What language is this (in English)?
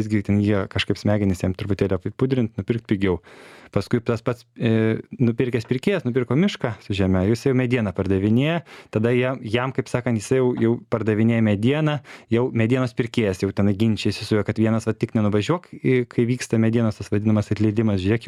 Lithuanian